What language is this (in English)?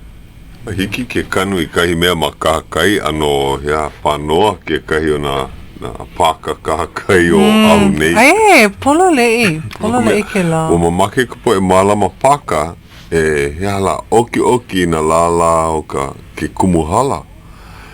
Hawaiian